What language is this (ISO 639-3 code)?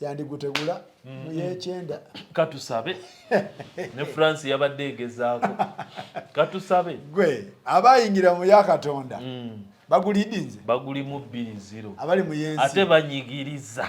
lug